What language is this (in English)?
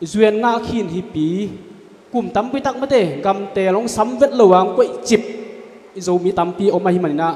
Tedim Chin